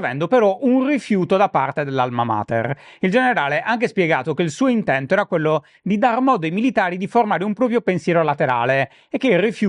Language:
Italian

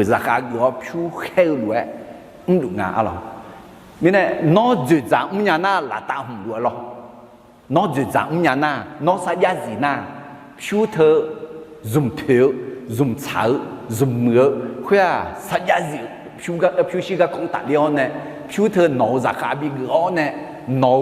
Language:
Akha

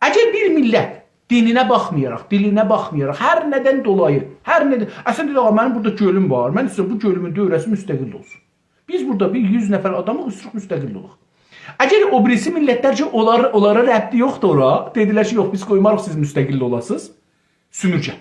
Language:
South Azerbaijani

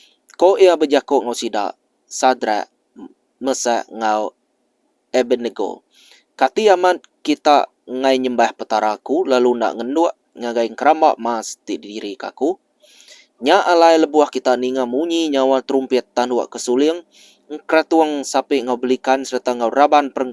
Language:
Iban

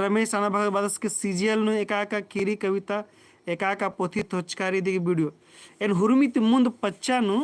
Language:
Kurukh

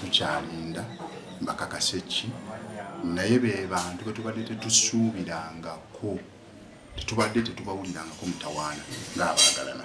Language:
Ganda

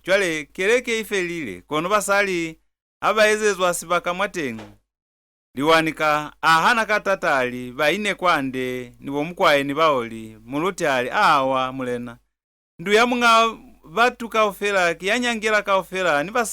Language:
Lozi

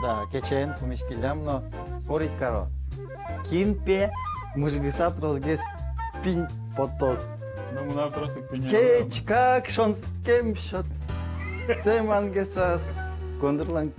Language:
Udmurt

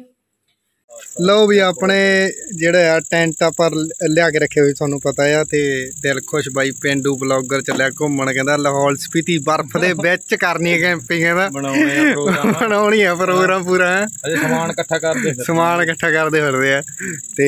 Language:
Punjabi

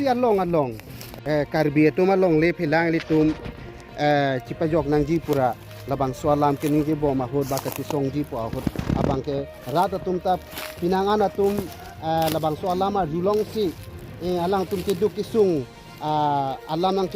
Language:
Karbi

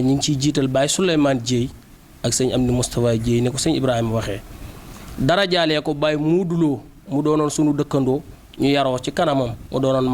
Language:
Wolof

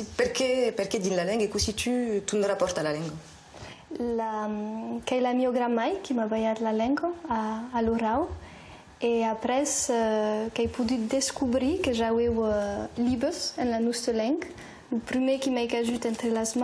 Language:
Occitan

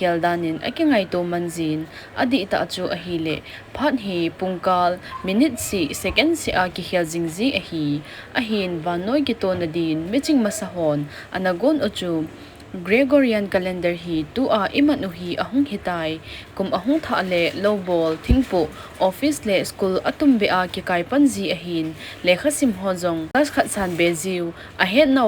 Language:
Thado Chin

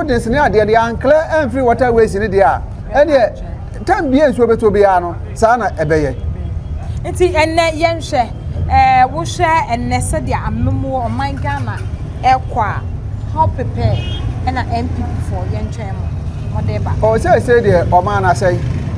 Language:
Akan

